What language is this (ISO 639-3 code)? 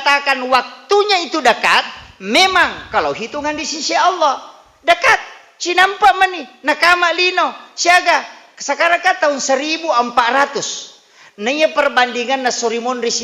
bug